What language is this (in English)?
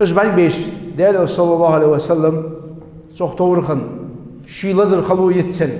Ingush